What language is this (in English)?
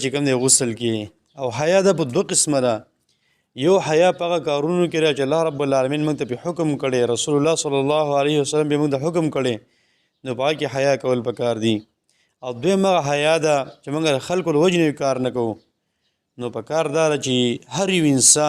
Pashto